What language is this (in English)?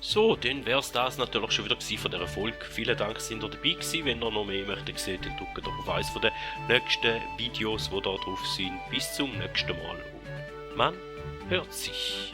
Swiss German